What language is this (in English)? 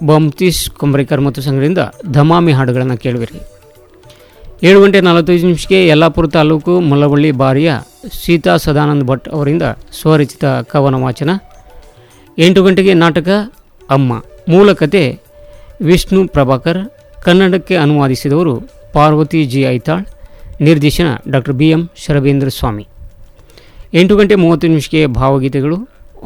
Kannada